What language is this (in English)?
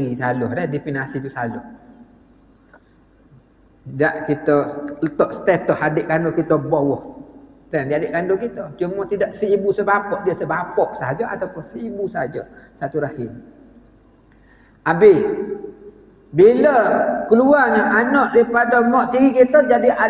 Malay